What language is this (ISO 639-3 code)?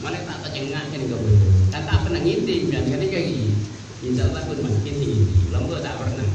mad